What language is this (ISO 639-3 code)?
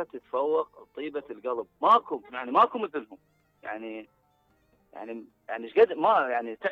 acm